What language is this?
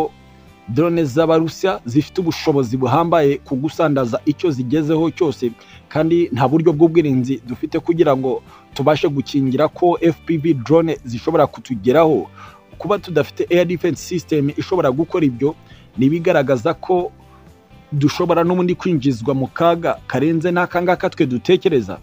Kinyarwanda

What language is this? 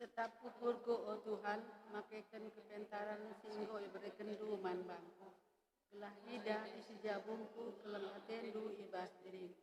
Batak Karo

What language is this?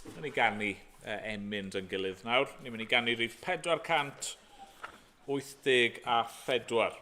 Welsh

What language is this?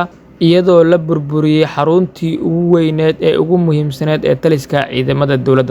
Somali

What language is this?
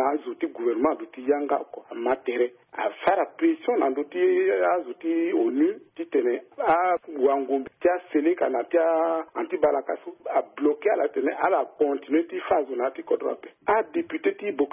Sango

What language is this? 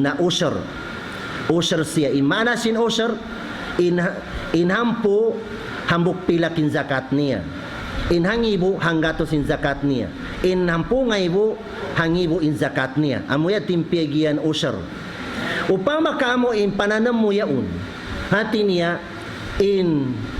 Tausug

